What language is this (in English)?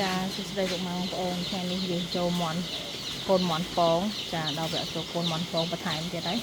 Khmer